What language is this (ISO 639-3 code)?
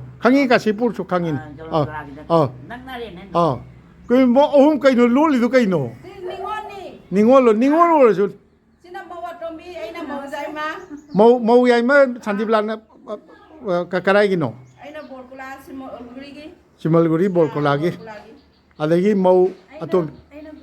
mni